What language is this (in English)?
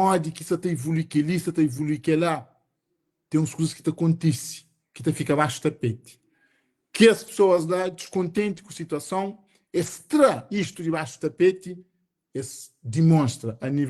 Kabuverdianu